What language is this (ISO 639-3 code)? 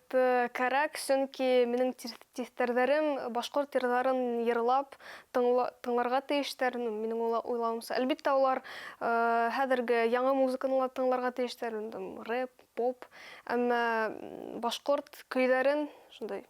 bak